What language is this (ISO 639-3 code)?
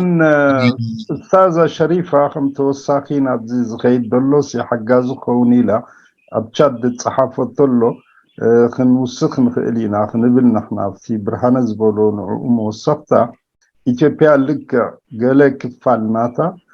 tir